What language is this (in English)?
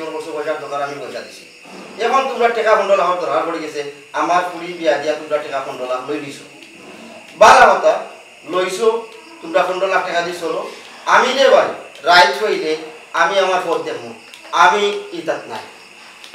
Sylheti